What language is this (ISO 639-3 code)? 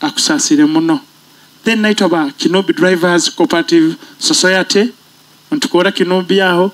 nyo